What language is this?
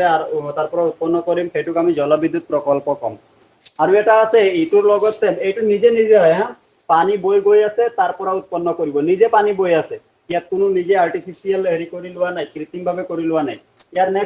Assamese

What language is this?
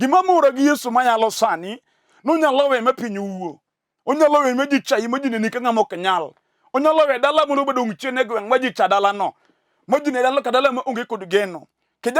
Luo (Kenya and Tanzania)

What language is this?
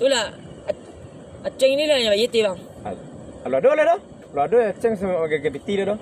Minangkabau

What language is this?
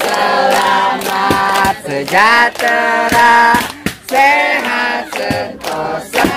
Betawi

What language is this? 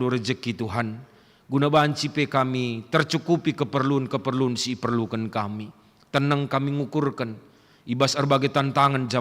Batak Karo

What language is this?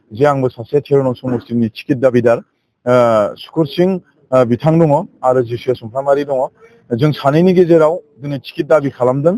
Bodo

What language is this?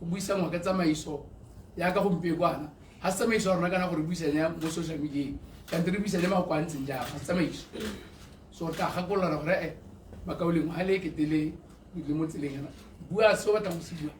Tswana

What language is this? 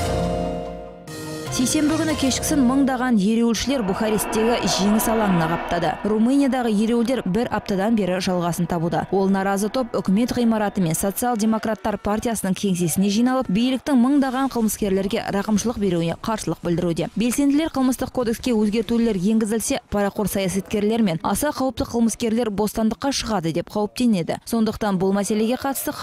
Kazakh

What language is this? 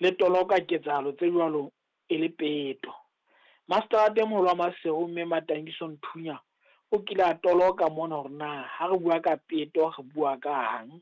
Southern Sotho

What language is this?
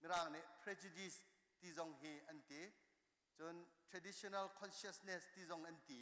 Hakha Chin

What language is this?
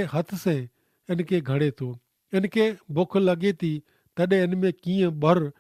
Kachhi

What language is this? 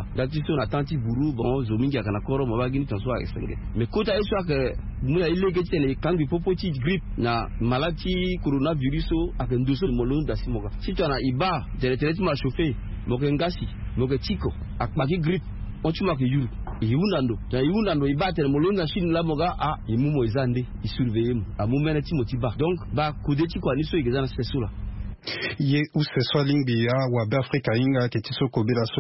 Sango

